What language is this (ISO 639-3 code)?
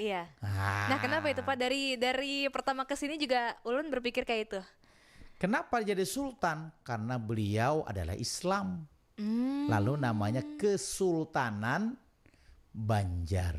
bjn